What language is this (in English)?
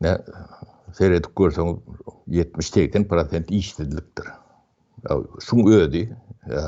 Turkmen